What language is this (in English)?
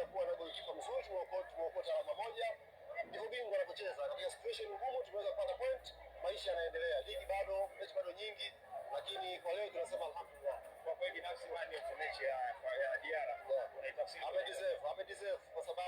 Swahili